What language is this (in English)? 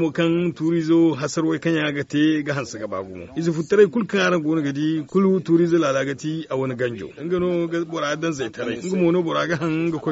Zarma